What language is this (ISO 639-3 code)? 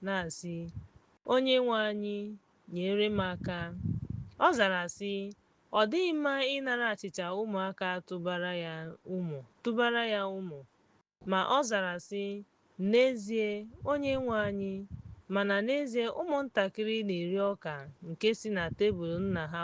ibo